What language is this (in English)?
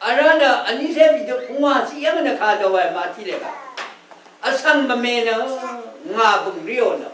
Rawang